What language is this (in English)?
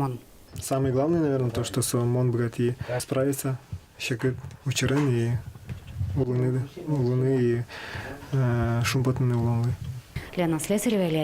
Udmurt